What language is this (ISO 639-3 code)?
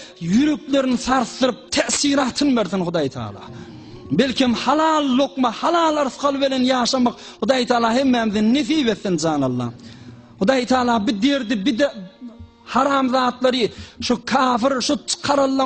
tuk